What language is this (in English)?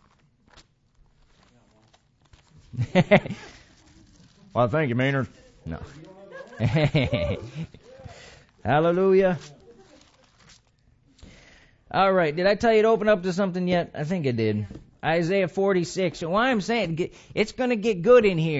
English